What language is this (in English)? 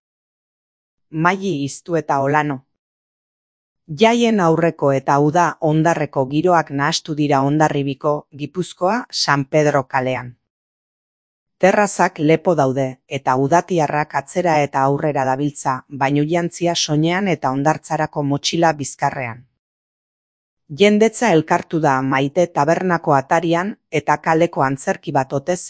Basque